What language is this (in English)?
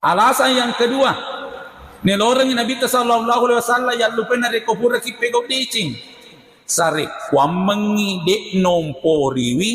Buginese